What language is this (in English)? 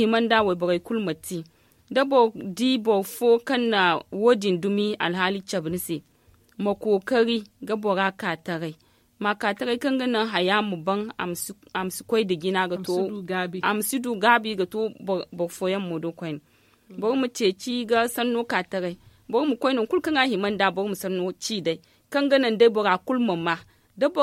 Zarma